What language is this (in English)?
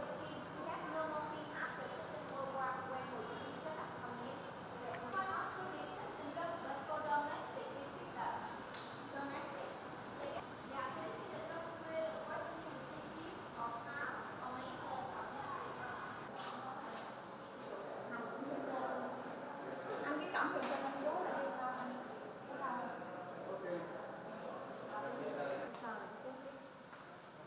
Vietnamese